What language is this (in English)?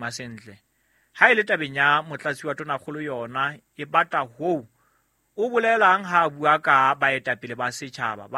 Southern Sotho